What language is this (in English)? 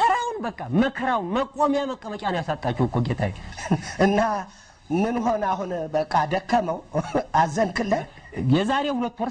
Amharic